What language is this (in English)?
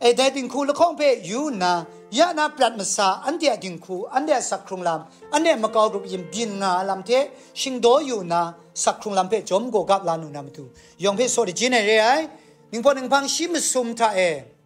Kachin